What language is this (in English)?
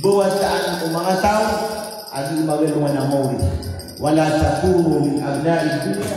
Maranao